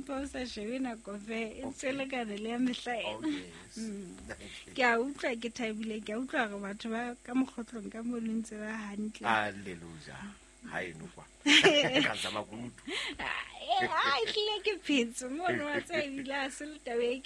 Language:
Southern Sotho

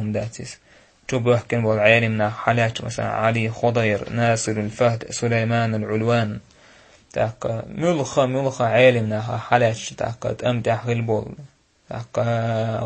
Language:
Chechen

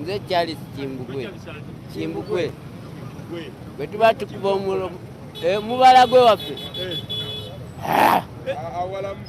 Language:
Ganda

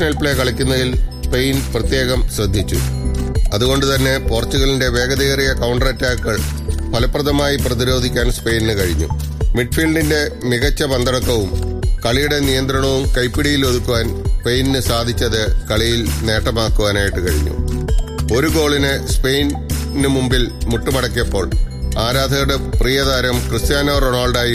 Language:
Malayalam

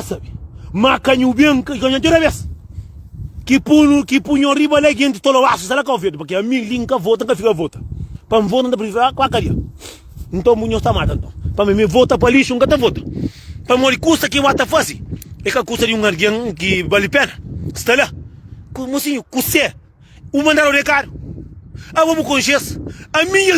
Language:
Kabuverdianu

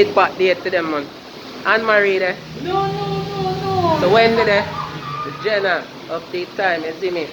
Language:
Jamaican Creole English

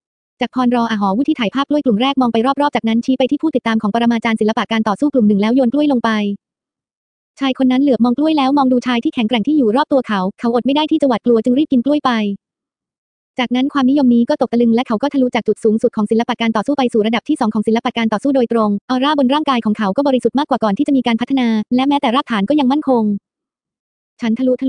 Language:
Thai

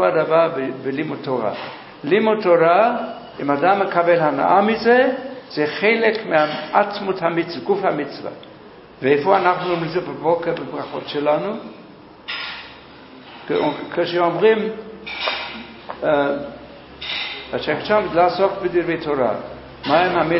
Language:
Hebrew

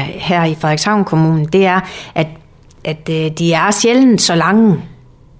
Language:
Danish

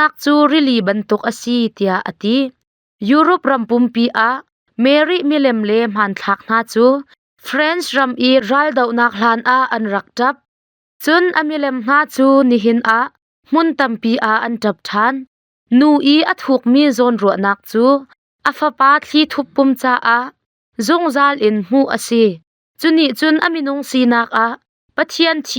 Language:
Hakha Chin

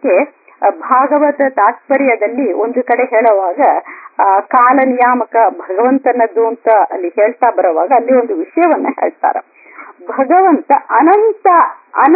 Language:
Kannada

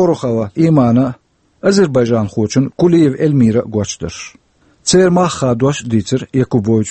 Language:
Chechen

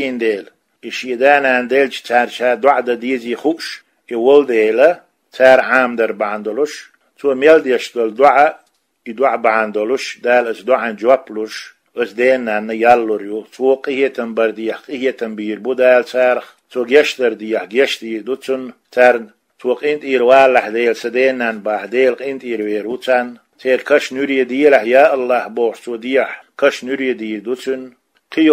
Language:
Chechen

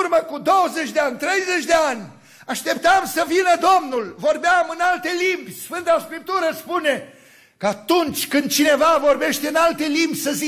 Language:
Romanian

